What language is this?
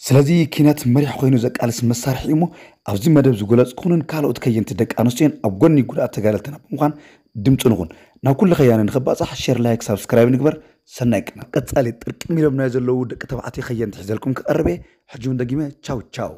Tigrinya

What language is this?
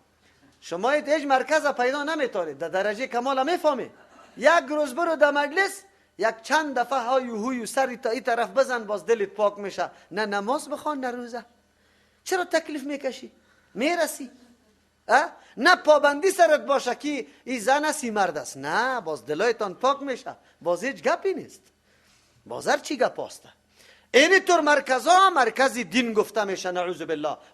Persian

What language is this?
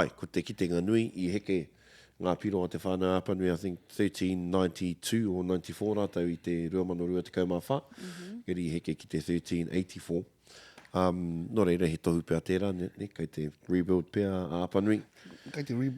Māori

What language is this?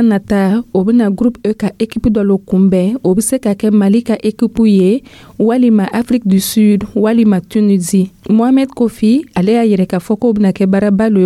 Dyula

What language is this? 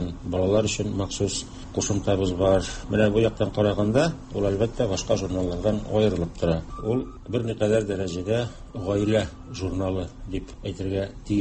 Tatar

